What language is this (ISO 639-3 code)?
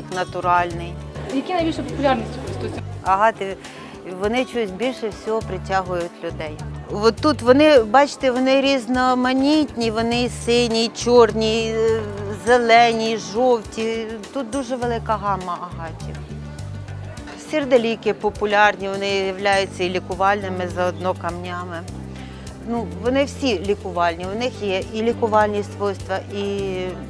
ukr